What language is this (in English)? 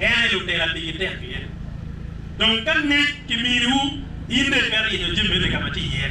Acoli